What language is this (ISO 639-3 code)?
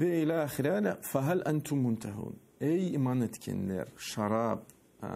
crh